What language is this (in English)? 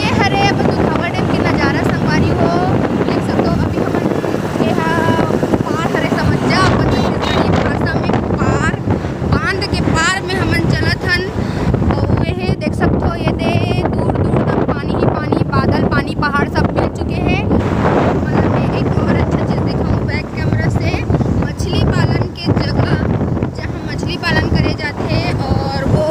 Chhattisgarhi